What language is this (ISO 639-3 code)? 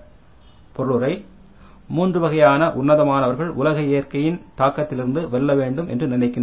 tam